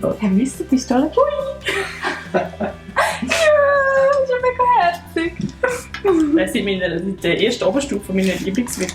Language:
Swiss German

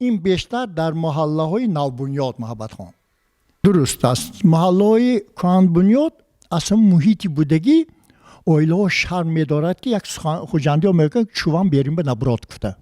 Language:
Tajik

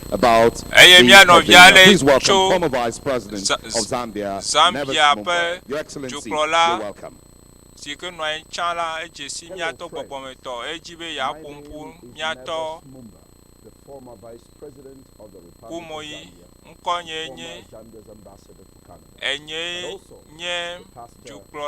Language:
Ewe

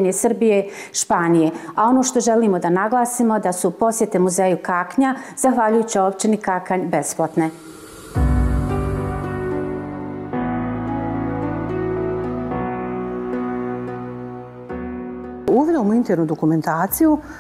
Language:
Bosnian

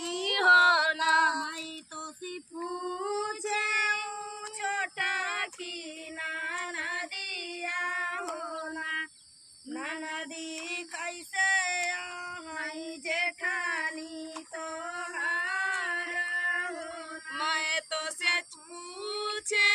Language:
Bhojpuri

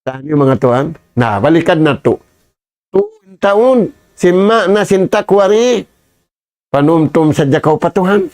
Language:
Tausug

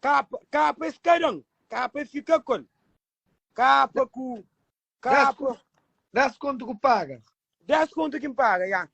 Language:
Kabuverdianu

